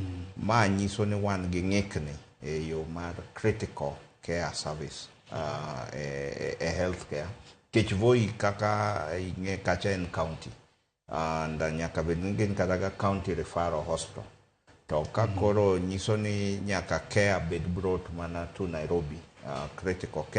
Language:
Luo (Kenya and Tanzania)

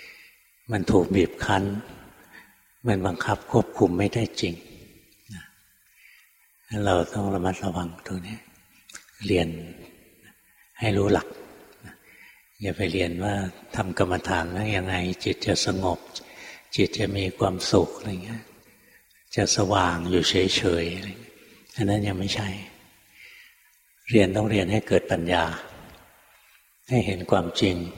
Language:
Thai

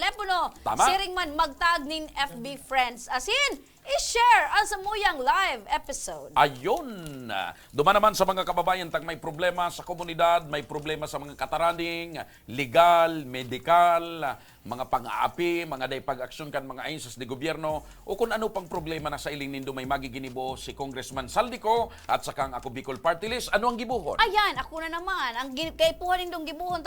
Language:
Bikol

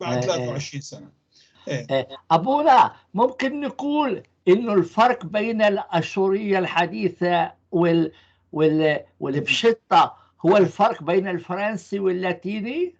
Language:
North Levantine Arabic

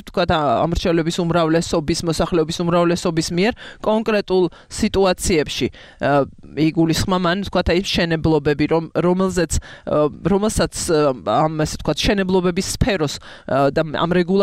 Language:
Georgian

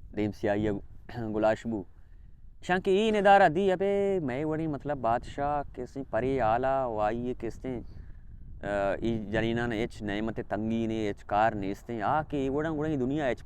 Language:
Baluchi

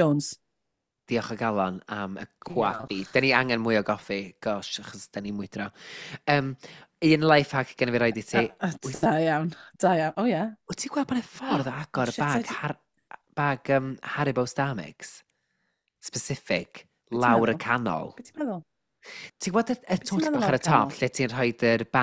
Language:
Welsh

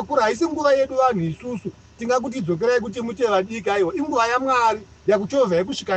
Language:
Shona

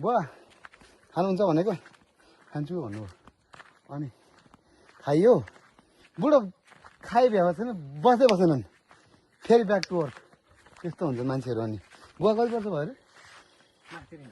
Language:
Nepali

